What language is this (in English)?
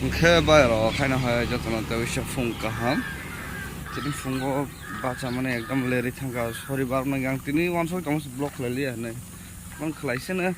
Kok Borok